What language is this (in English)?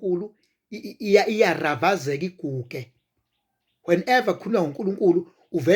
Zulu